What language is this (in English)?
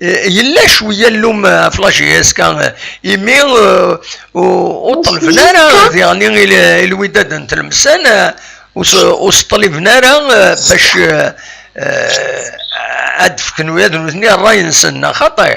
Kabyle